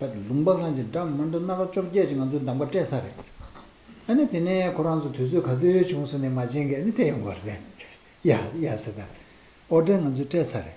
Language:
Tibetan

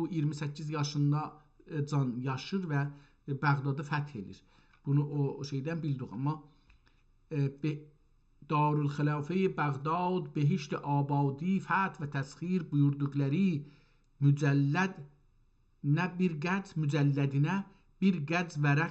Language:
South Azerbaijani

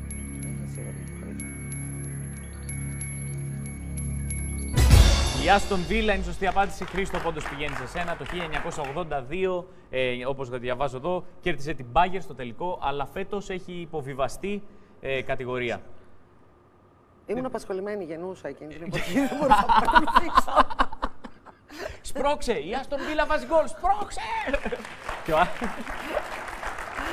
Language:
Greek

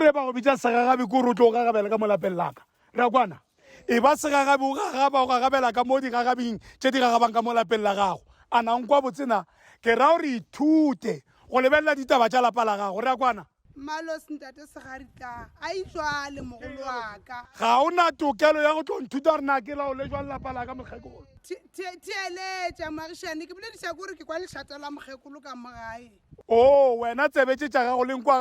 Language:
Northern Sotho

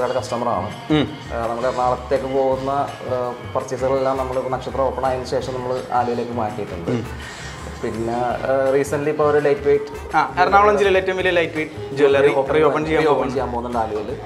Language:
Malayalam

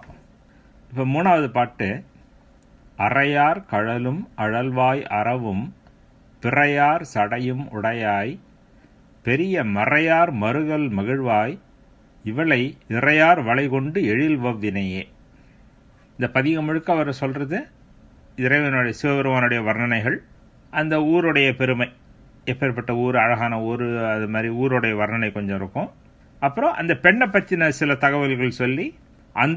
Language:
Tamil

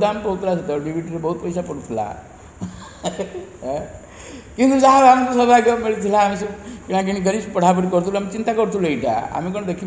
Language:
Odia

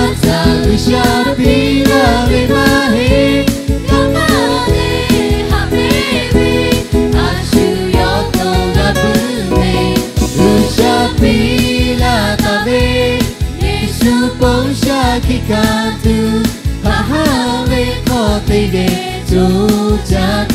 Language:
Lahu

